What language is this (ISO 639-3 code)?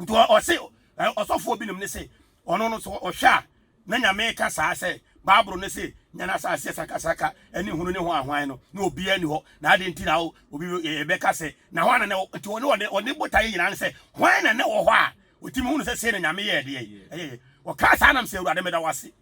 aka